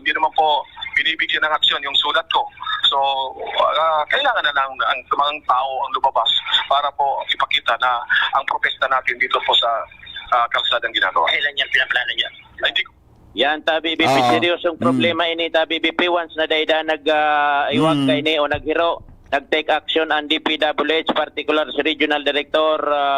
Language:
Bikol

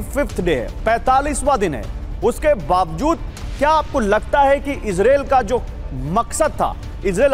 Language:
Hindi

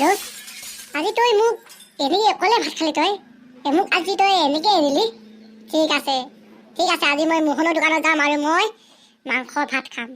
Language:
Assamese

